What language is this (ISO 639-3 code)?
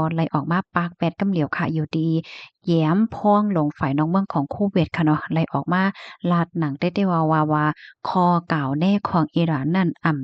shn